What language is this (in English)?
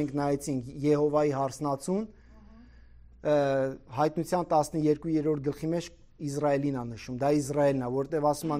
Armenian